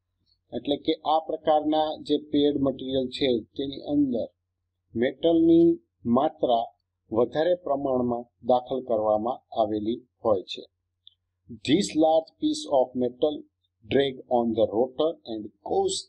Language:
Gujarati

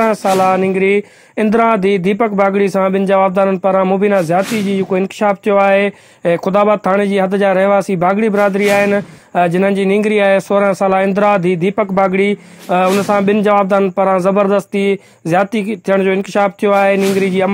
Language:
Sindhi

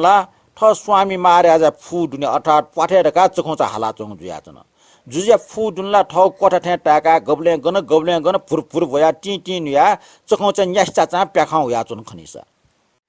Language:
Newari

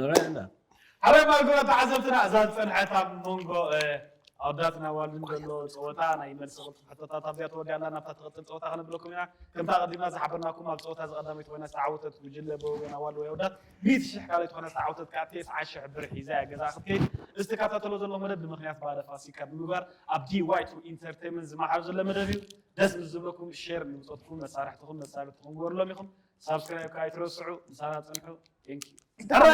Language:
Tigrinya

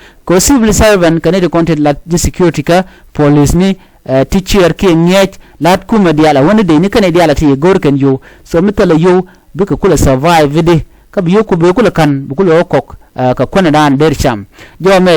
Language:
Nuer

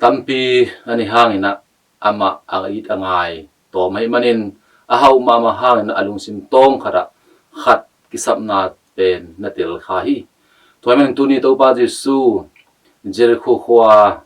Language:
Tedim Chin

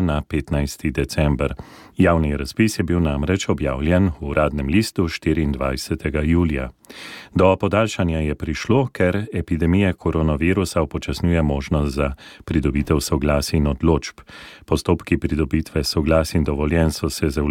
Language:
Slovenian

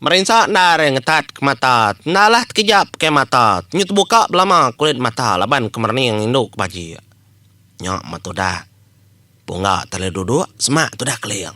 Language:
Iban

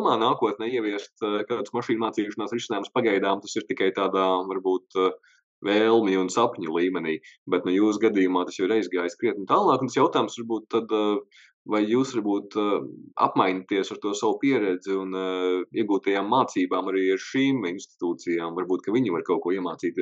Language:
Latvian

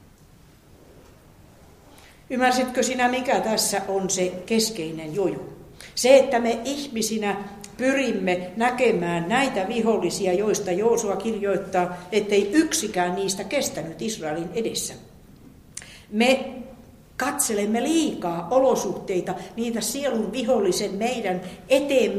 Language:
Finnish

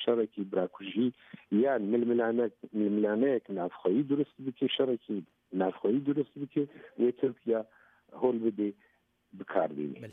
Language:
Kurdish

